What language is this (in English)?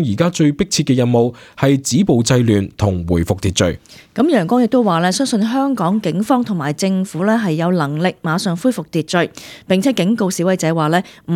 Cantonese